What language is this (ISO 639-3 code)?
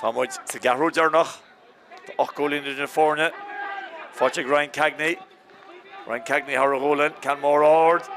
gle